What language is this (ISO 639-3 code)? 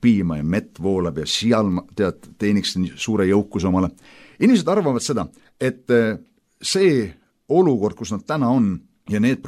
est